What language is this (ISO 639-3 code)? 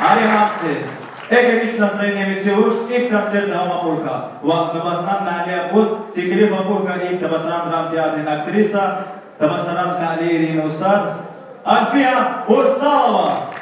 tab